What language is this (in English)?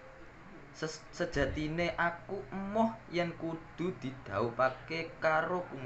Javanese